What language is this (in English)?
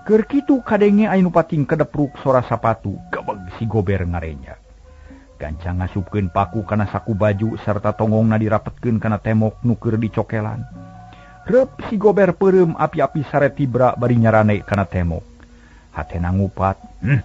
Sundanese